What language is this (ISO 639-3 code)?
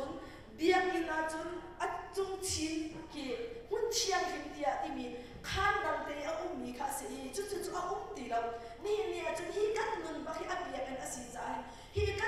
cnh